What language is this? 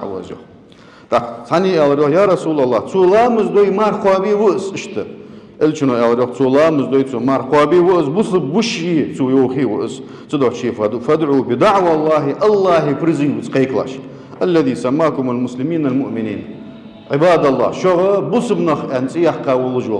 Ingush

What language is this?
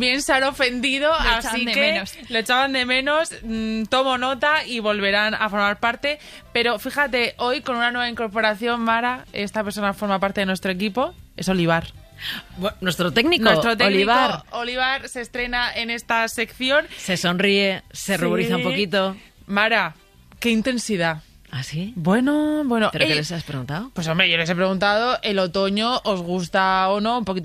Spanish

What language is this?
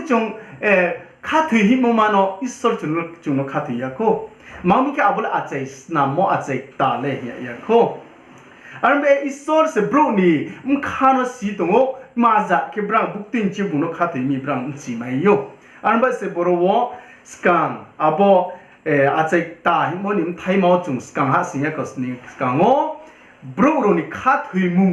Riang (India)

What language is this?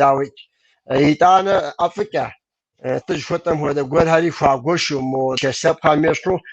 Kabardian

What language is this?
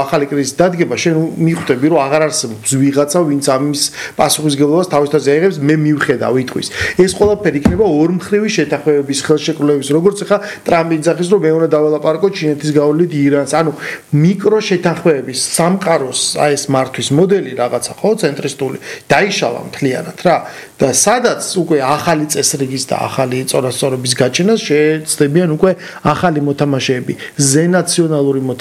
Georgian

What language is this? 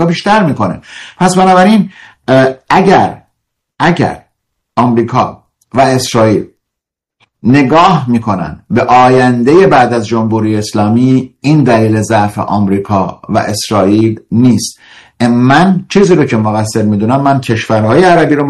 Persian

